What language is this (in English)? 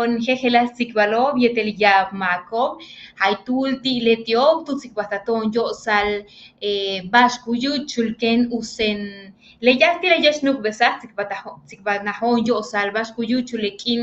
Yucateco